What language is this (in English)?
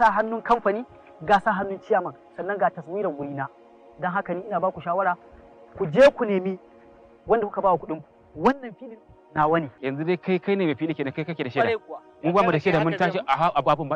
Hausa